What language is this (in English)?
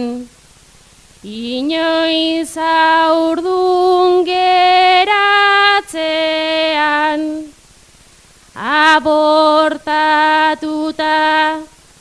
Basque